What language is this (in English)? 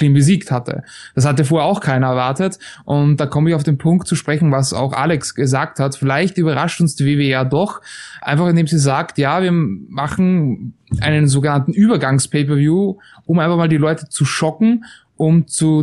German